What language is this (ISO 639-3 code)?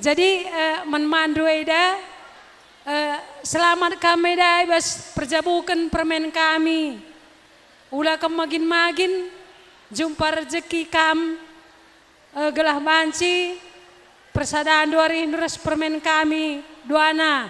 btx